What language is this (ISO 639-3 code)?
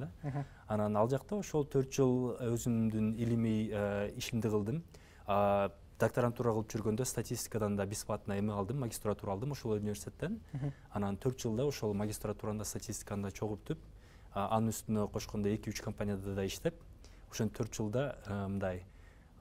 kir